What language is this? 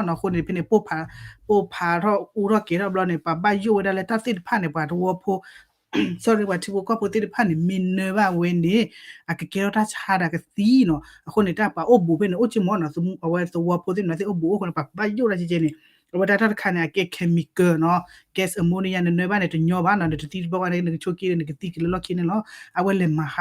S'gaw Karen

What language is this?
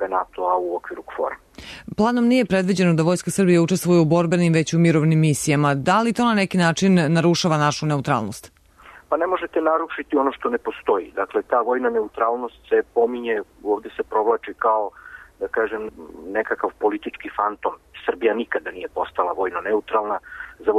Serbian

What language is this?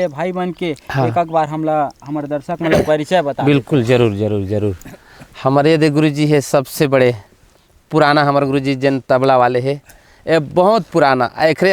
Chhattisgarhi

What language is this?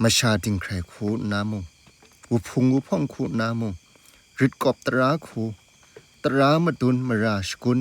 Kachin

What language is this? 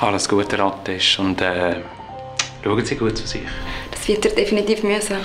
Swiss German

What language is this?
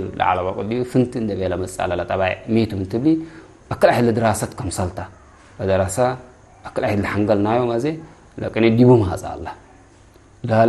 Tigre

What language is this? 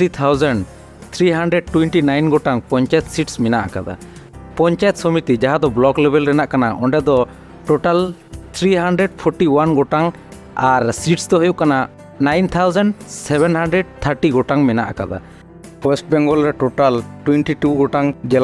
Santali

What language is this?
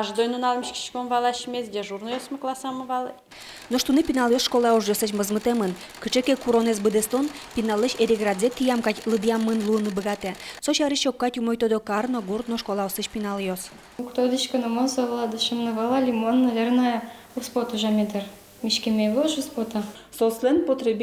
Udmurt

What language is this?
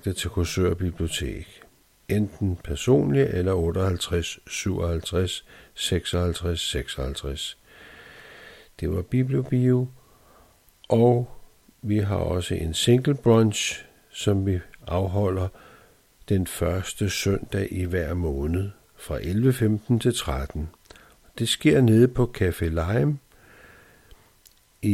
Danish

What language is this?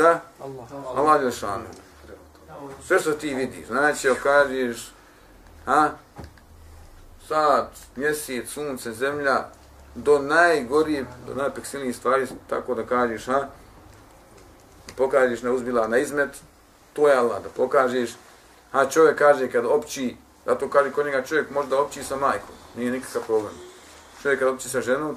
Bosnian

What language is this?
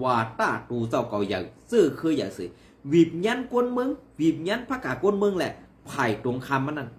Shan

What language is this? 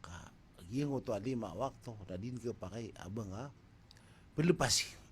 Maranao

